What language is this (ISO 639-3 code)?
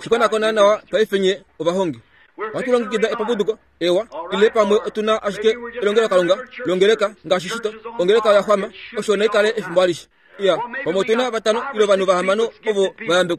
kua